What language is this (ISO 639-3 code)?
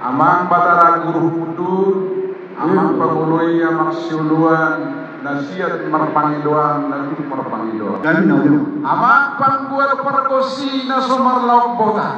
bbc